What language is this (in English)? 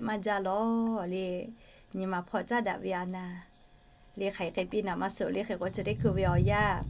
Lahu